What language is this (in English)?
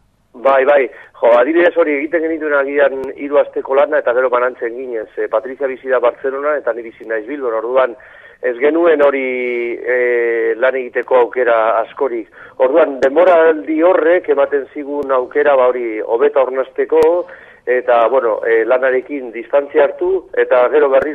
Basque